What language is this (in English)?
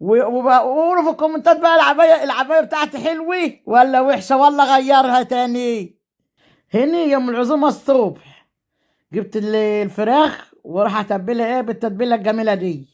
Egyptian Arabic